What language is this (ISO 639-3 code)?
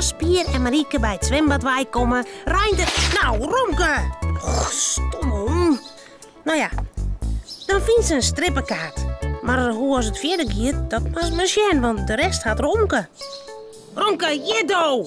fry